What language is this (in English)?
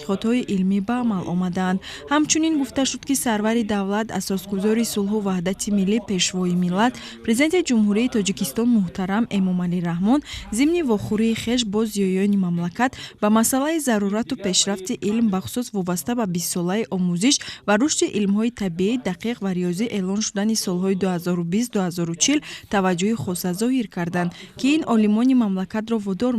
Tajik